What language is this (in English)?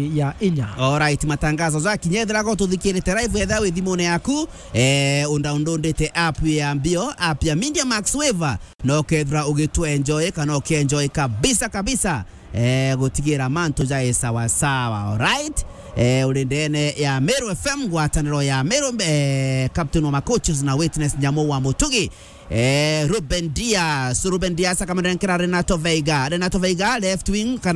Meru